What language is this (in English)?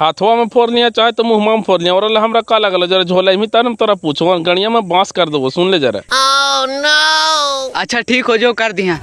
Magahi